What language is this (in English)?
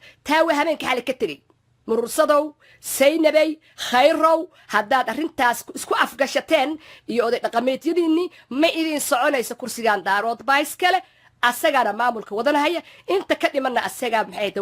Somali